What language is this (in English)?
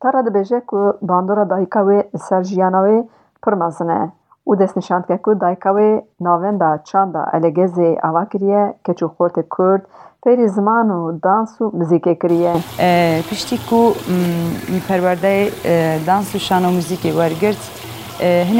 Kurdish